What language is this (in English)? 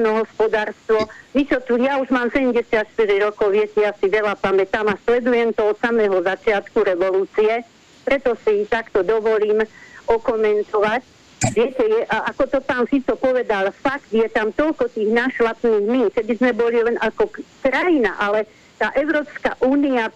Slovak